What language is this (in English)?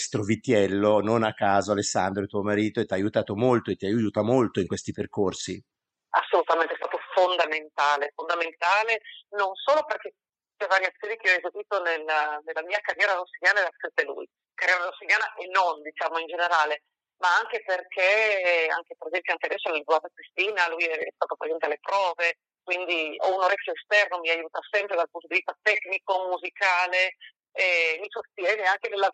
Italian